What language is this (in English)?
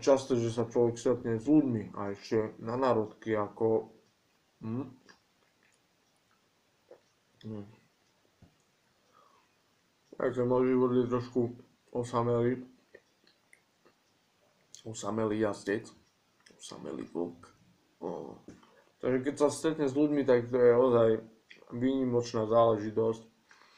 Slovak